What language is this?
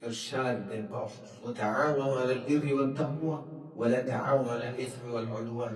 Divehi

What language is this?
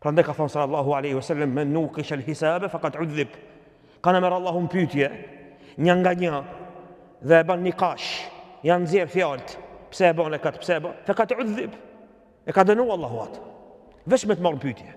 Albanian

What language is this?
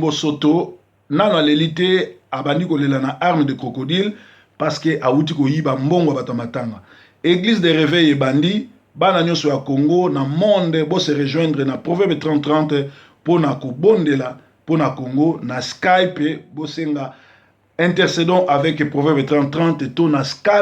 Lingala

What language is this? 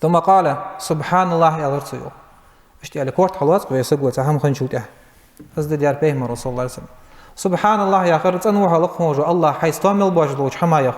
Ingush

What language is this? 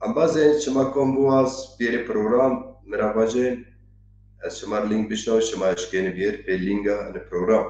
Zaza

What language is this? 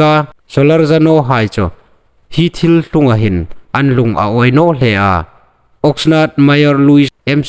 Hmar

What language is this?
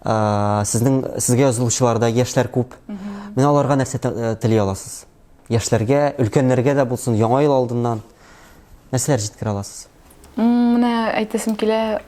Tatar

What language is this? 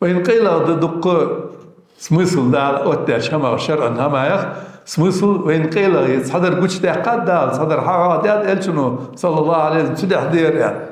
Ingush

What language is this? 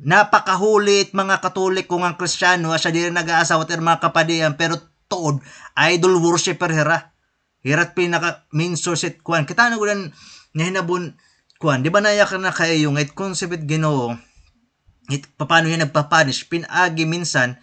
Waray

